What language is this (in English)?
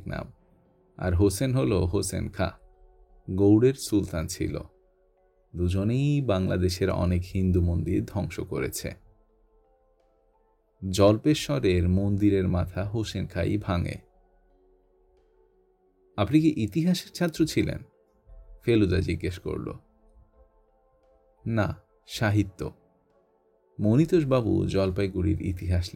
Bangla